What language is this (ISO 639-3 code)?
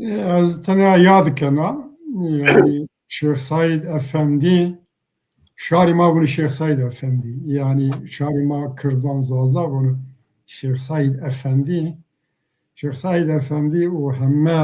zza